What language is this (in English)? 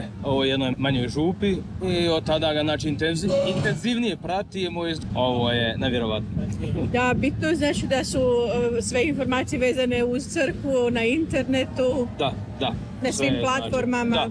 Croatian